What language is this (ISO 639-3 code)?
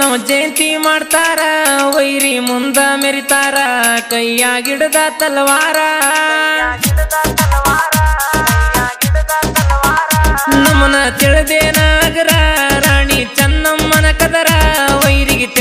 kan